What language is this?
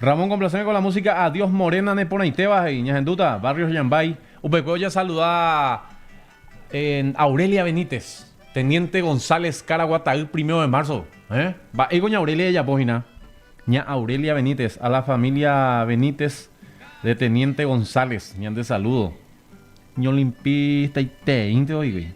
Guarani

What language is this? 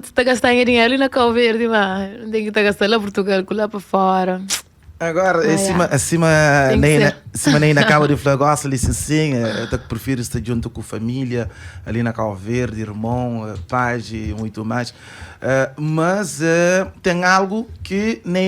Kabuverdianu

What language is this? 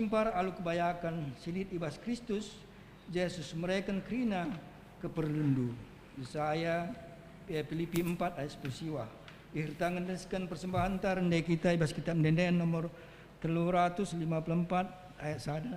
Batak Karo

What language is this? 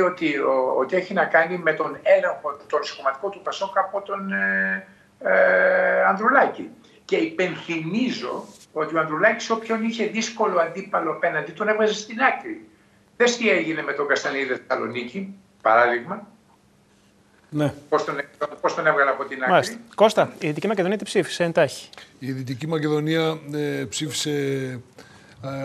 Greek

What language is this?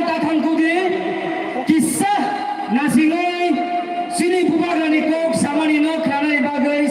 Kok Borok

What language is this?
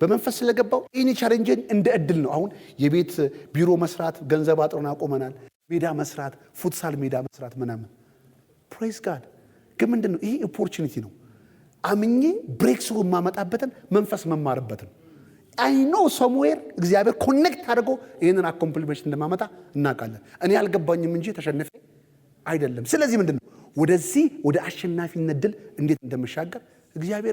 Amharic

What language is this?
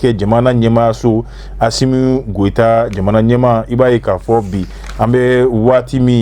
Bambara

